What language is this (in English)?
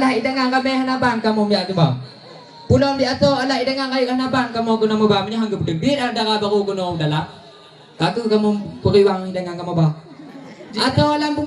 Achinese